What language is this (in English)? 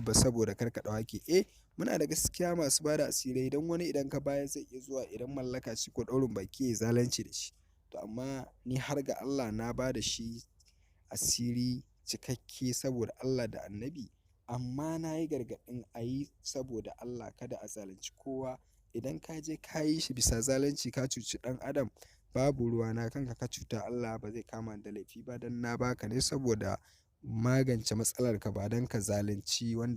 Hausa